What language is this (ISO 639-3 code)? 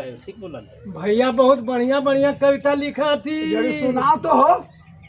mag